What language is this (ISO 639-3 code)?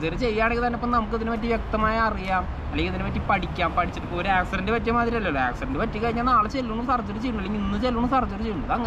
mal